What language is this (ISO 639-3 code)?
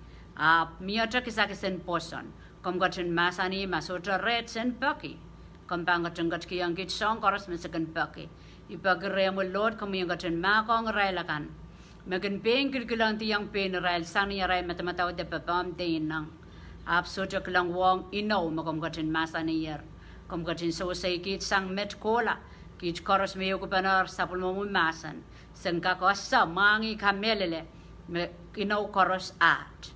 pon